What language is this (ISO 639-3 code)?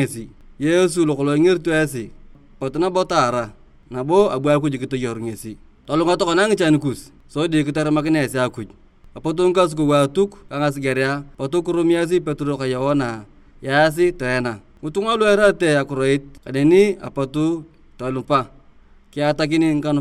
tuv